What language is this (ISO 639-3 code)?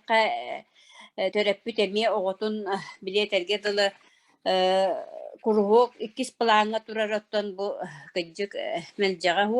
sah